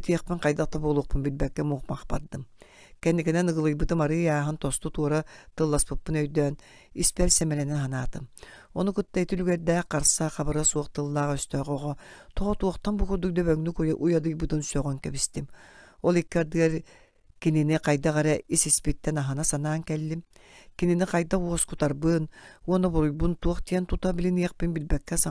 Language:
Yakut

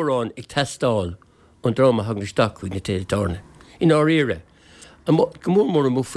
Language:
Irish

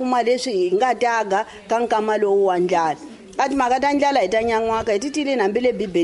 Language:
Tsonga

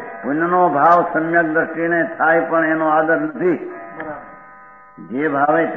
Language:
Gujarati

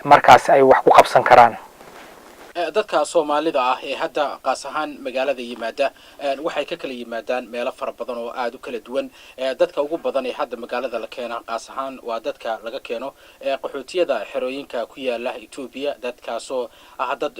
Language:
Somali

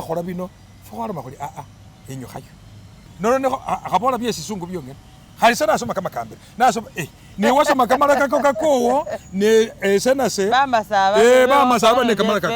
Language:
Masaaba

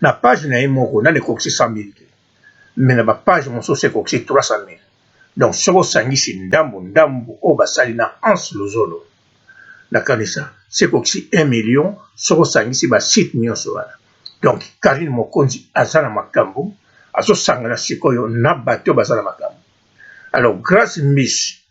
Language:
Lingala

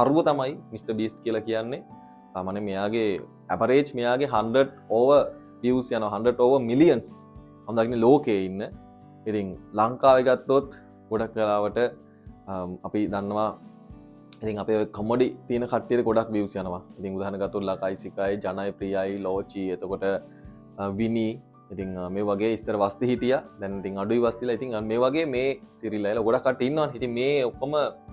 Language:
Sinhala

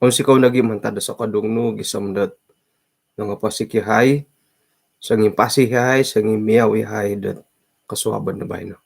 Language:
Central Dusun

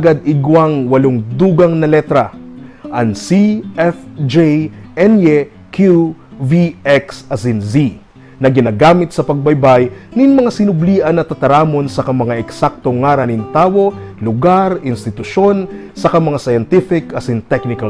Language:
Bikol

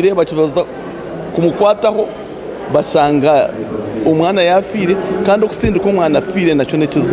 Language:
Nyankole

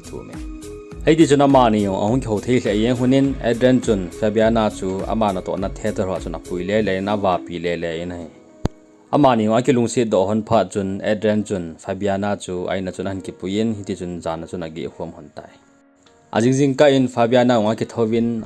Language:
Thado Chin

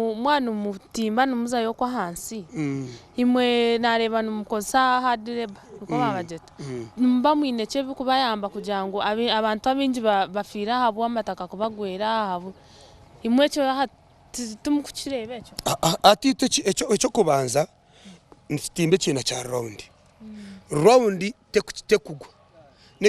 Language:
Nyankole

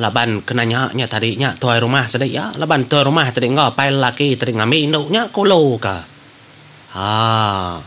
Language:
Iban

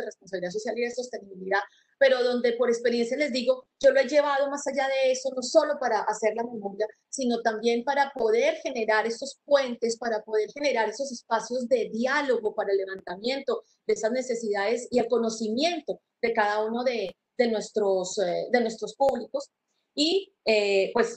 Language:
Spanish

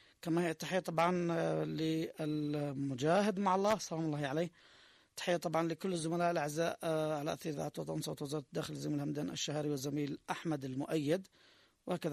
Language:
Arabic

